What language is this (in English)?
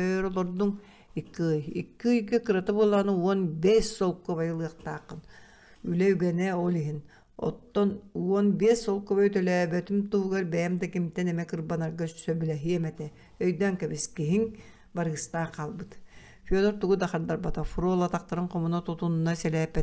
Yakut